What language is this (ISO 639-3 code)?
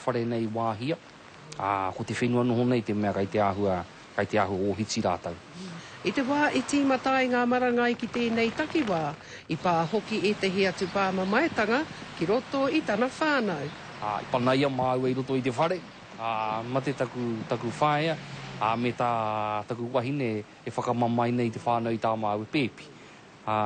mri